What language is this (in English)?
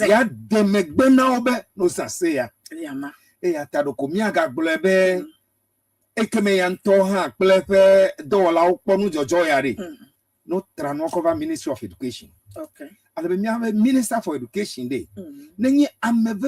Ewe